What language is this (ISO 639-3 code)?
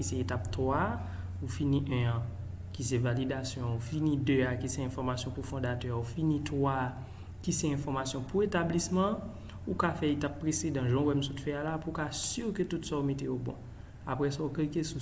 hat